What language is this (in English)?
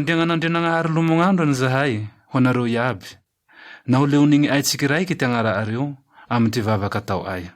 Malagasy